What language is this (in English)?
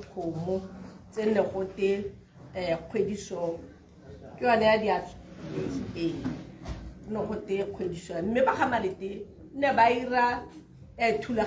Tswana